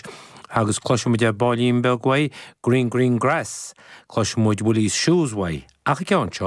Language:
Irish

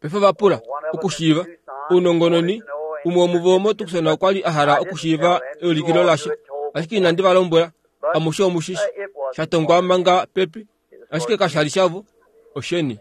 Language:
Kuanyama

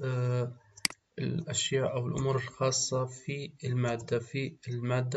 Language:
Arabic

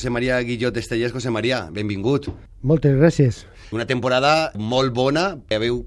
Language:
Catalan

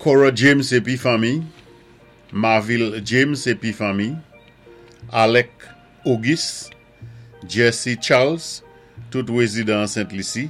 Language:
Saint Lucian Creole French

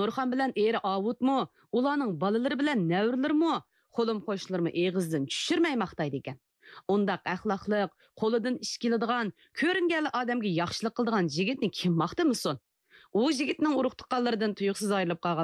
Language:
Uyghur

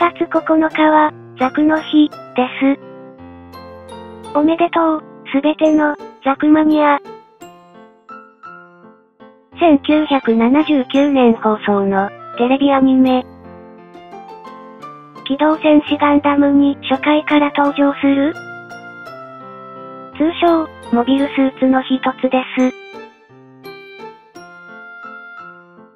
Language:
Japanese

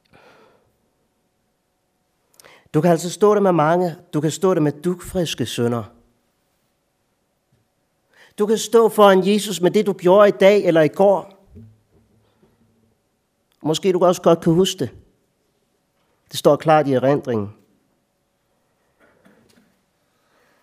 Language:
Danish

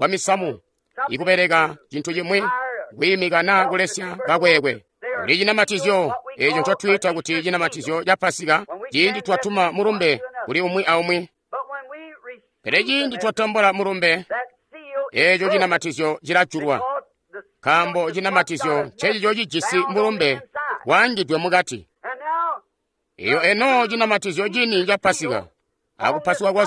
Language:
Tonga (Zambia)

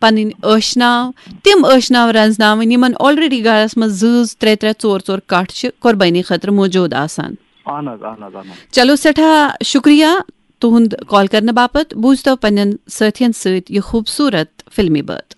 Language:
Kashmiri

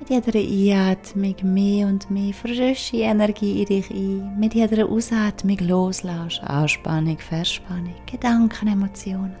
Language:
Swiss German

